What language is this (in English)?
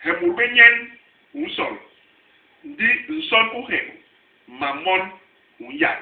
Basaa